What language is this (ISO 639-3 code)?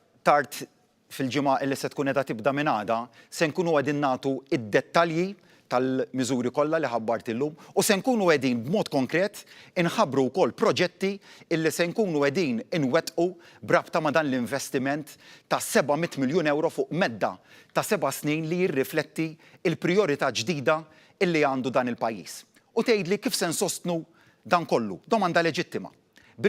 mlt